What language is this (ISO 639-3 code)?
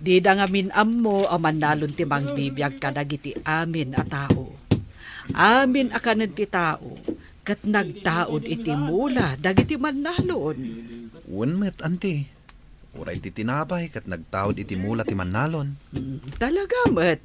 ilo